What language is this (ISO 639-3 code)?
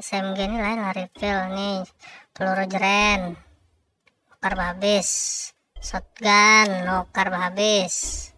bjn